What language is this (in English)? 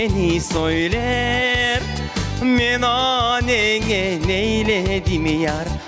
Crimean Tatar